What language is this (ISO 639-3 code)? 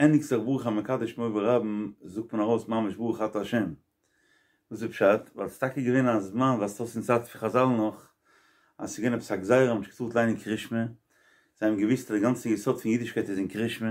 yid